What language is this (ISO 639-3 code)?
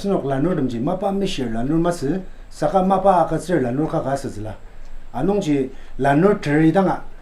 njo